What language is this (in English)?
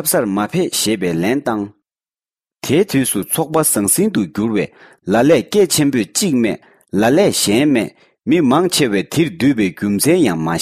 Tibetan